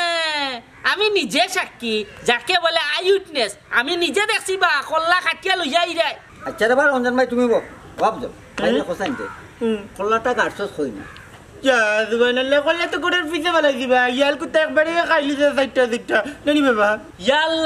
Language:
Sylheti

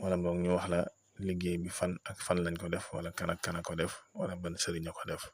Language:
Wolof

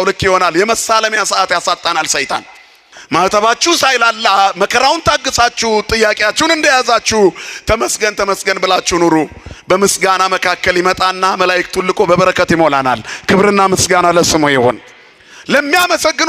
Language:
Amharic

